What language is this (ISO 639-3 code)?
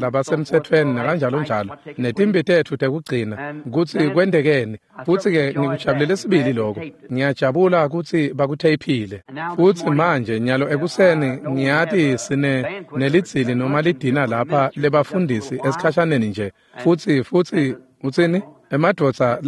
ssw